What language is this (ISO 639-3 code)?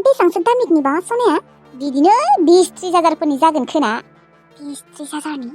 brx